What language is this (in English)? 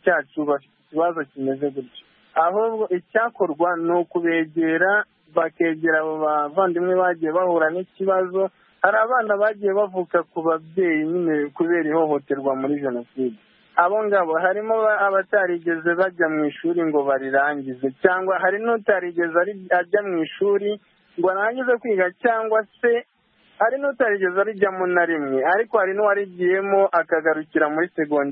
Kinyarwanda